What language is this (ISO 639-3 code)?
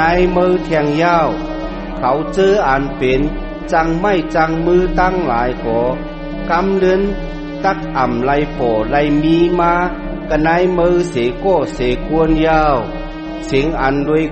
shn